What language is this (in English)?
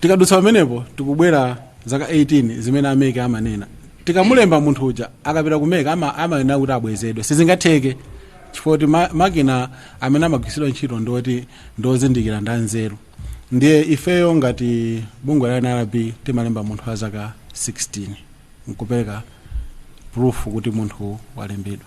Nyanja